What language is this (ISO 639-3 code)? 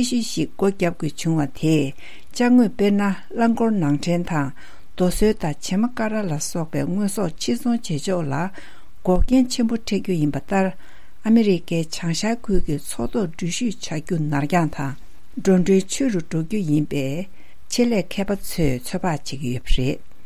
bod